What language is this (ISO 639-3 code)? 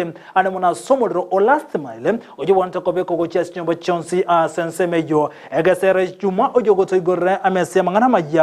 guz